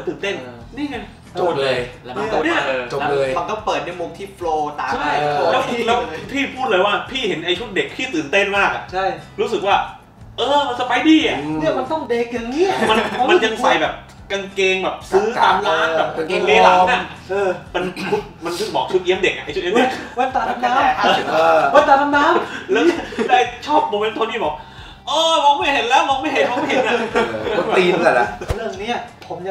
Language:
Thai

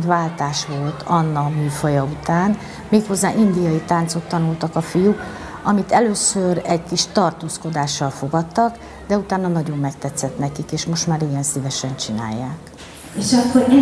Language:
Hungarian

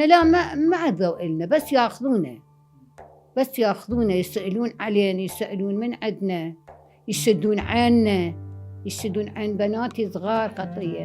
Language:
Mesopotamian Arabic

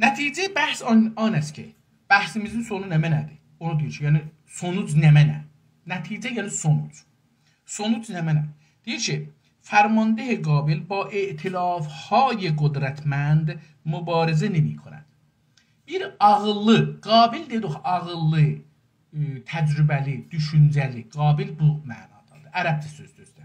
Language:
South Azerbaijani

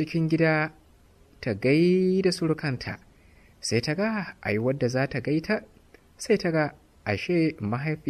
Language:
Hausa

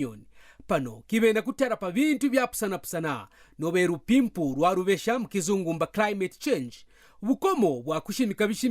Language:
Kaonde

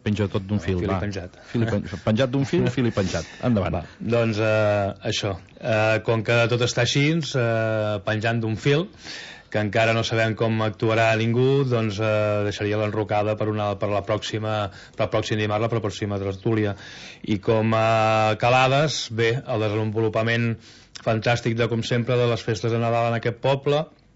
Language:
Catalan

